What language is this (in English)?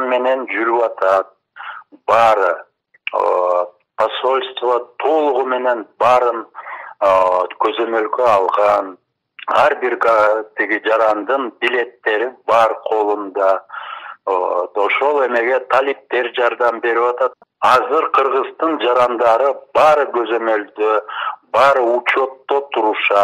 Kyrgyz